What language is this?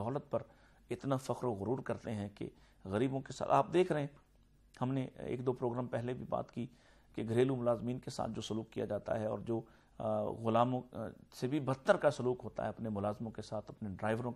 Urdu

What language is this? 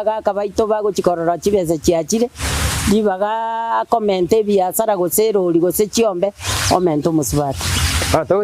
Gusii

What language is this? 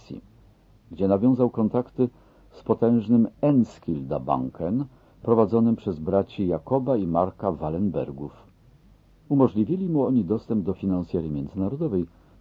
Polish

